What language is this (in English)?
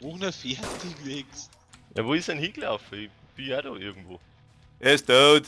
Bavarian